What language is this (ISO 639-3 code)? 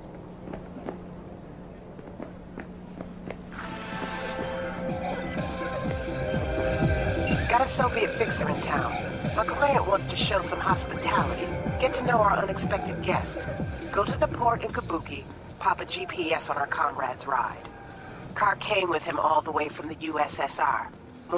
eng